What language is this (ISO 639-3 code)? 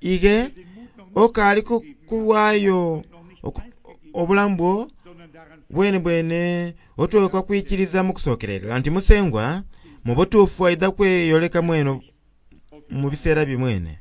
xog